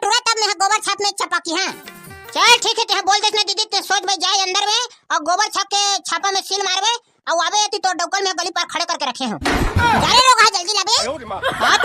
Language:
Chhattisgarhi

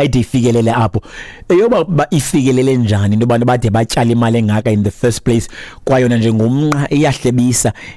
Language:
Xhosa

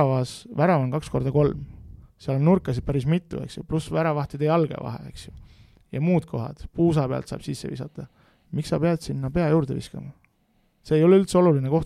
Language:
Estonian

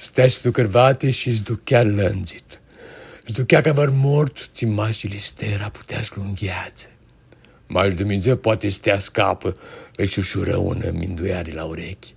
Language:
Aromanian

